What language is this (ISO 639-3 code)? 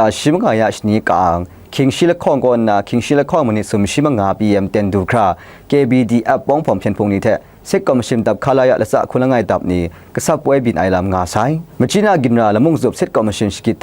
kac